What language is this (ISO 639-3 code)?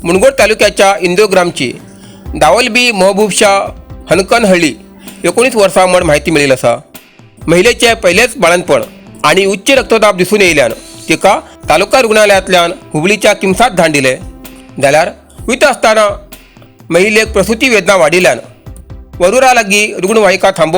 kok